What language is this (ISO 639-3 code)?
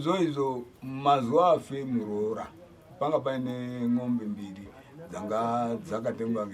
sna